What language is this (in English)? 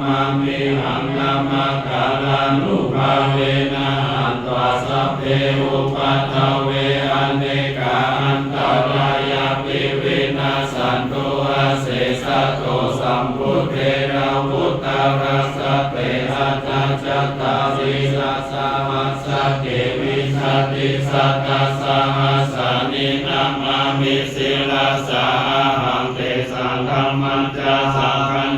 Pali